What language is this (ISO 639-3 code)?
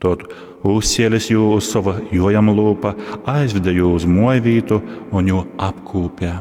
ltg